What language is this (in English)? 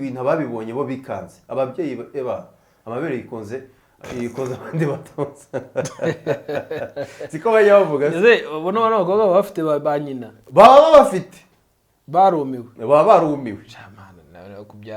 Kinyarwanda